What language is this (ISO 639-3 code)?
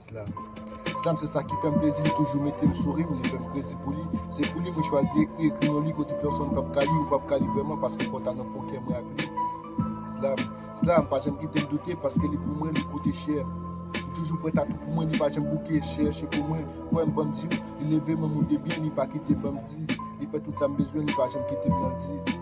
hat